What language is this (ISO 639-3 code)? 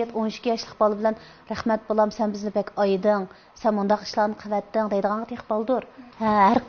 uig